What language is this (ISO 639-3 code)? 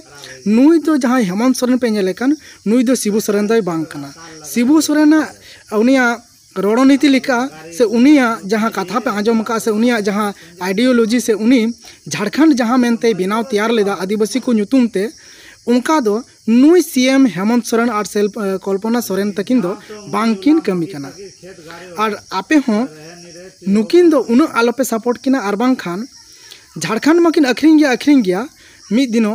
sat